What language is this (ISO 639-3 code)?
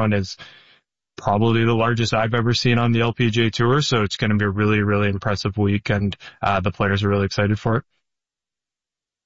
eng